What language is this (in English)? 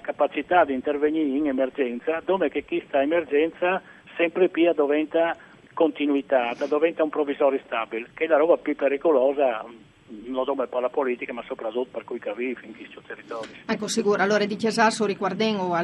Friulian